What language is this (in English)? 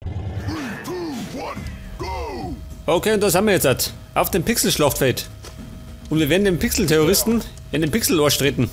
Bavarian